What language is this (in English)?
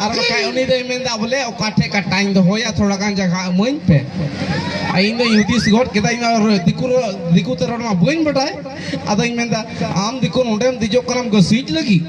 Santali